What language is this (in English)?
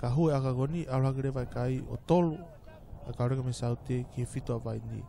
Tongan